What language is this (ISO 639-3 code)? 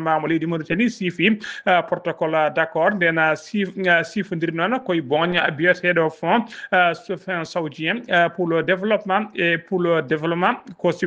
ful